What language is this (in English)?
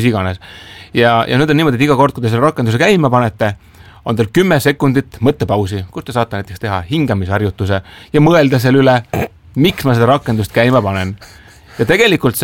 Estonian